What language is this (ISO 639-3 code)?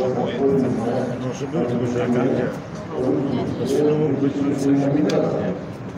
pol